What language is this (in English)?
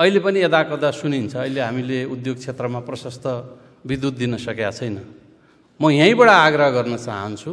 Nepali